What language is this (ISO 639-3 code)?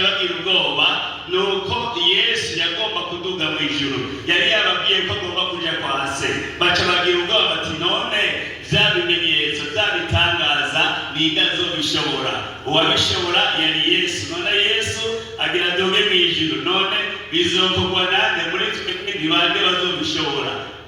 run